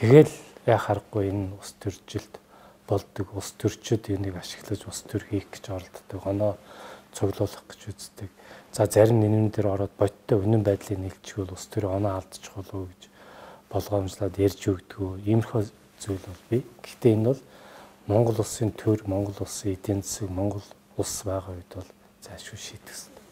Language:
Mongolian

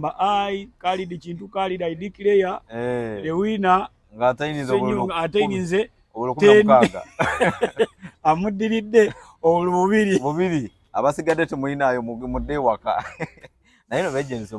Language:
Ganda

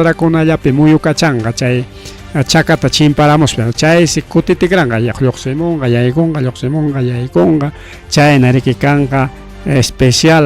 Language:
Ayacucho Quechua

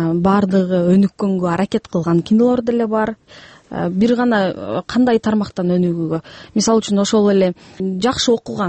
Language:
Kyrgyz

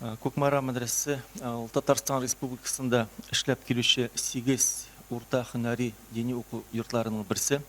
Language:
Tatar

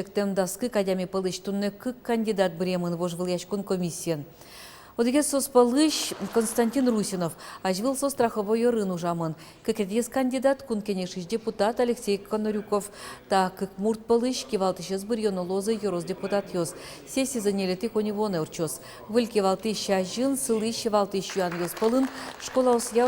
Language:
Udmurt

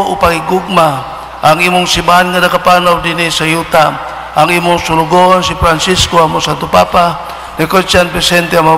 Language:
Cebuano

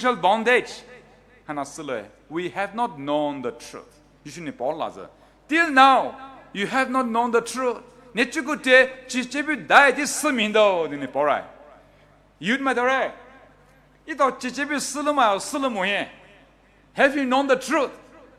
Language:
Poumei Naga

